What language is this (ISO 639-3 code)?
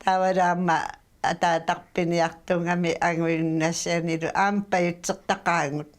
kal